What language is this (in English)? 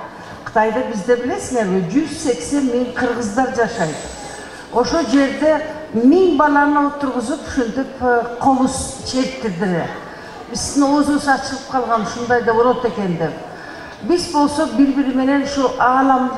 Kyrgyz